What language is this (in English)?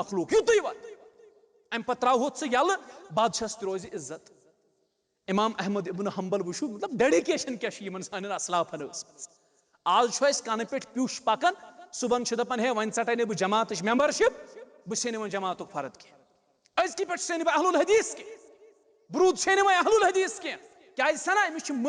Kashmiri